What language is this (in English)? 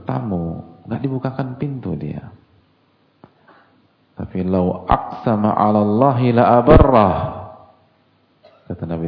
Indonesian